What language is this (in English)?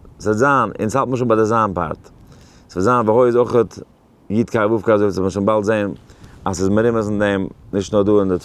Yiddish